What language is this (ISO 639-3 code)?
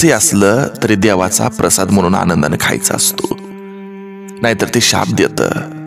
mar